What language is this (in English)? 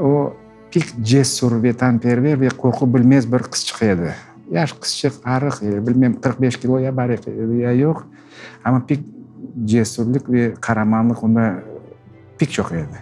Crimean Tatar